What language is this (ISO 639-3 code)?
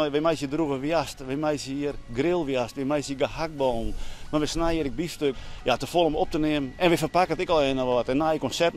fry